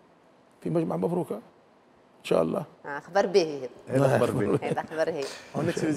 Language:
Tunisian Arabic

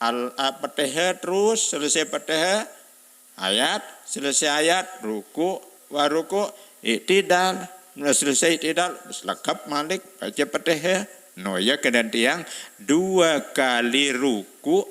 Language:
Sasak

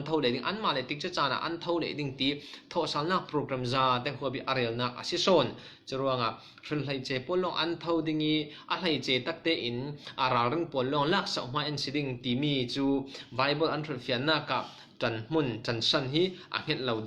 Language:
Falam Chin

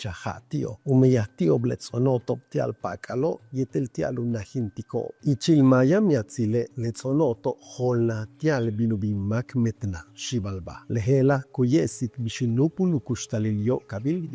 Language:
Yucateco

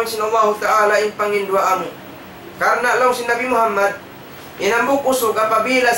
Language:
Tausug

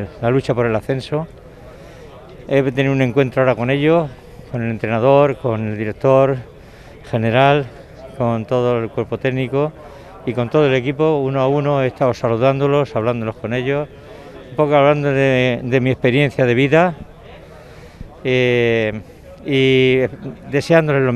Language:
Spanish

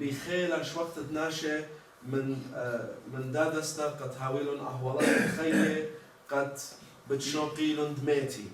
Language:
Assyrian Neo-Aramaic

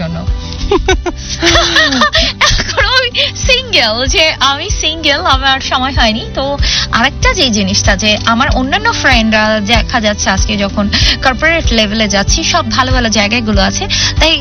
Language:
Bangla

